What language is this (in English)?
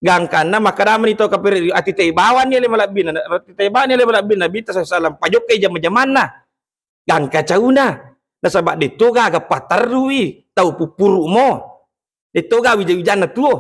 Buginese